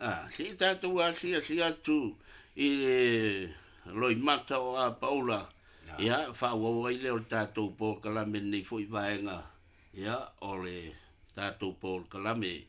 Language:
Samoan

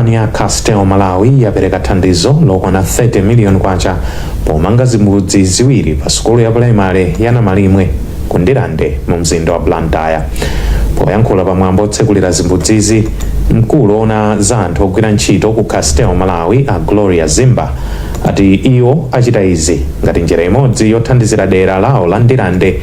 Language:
Nyanja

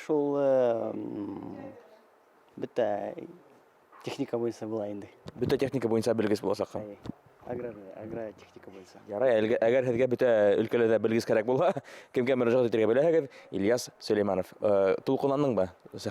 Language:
Bashkir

